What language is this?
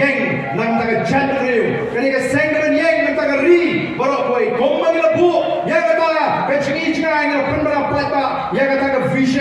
Khasi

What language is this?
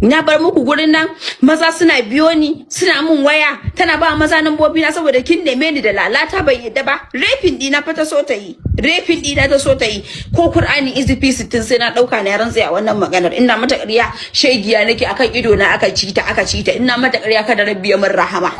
Hausa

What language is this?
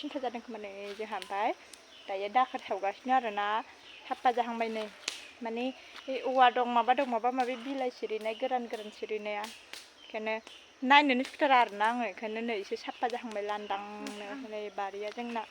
Bodo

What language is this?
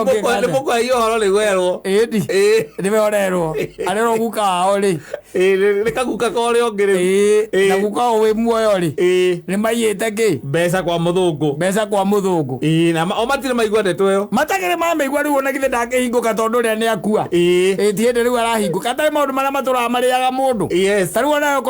Kikuyu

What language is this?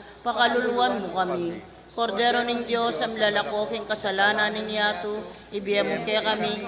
Pampanga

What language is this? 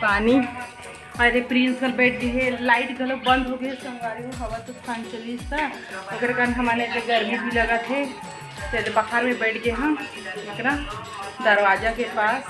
Chhattisgarhi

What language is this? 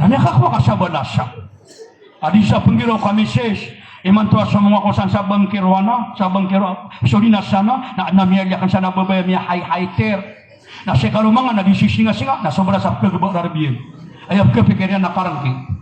Maranao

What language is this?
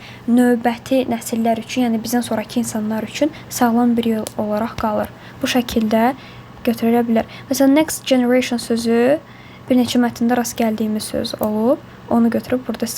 Azerbaijani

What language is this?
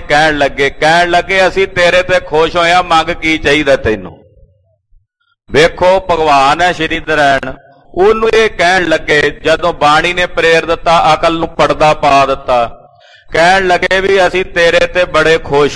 Punjabi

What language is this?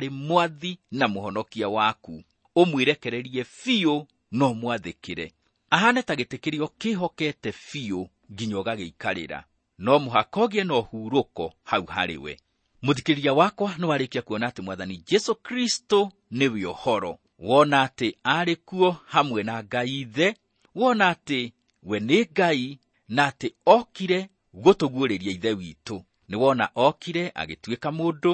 Kikuyu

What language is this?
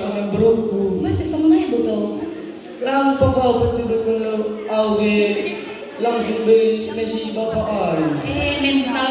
Batak Simalungun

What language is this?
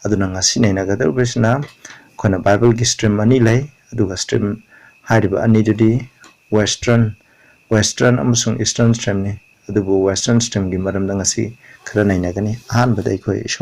Manipuri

